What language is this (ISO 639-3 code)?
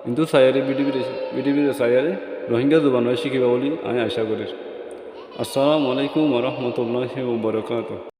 rhg